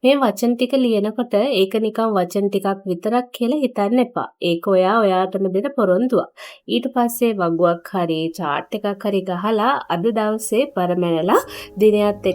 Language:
Sinhala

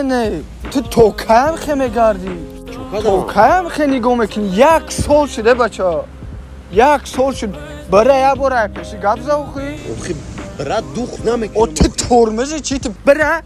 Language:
Tajik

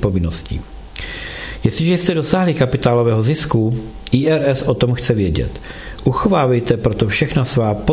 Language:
Czech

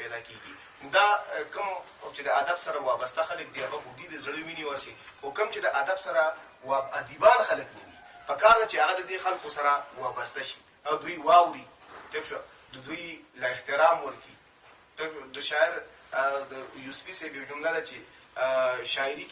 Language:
Pashto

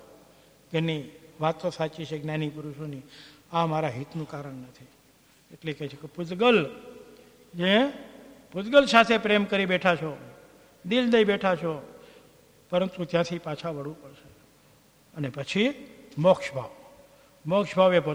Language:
Gujarati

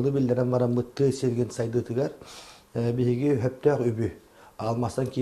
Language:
Yakut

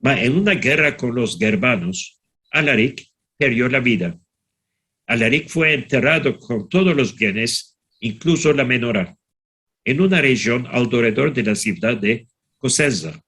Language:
Ladino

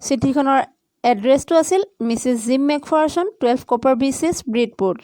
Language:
Assamese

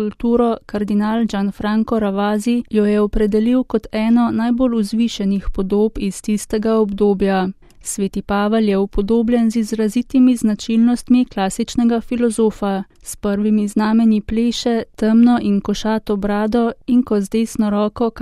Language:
Slovenian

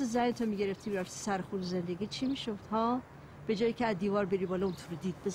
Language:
Persian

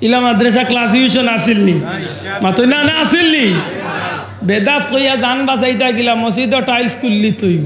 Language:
Sylheti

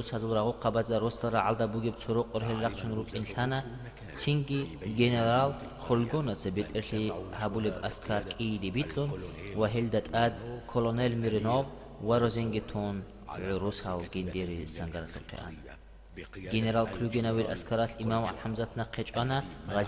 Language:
Avaric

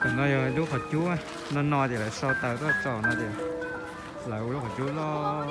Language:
Hmong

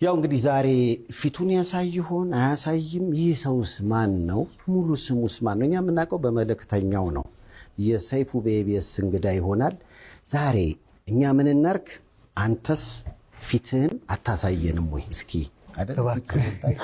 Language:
Amharic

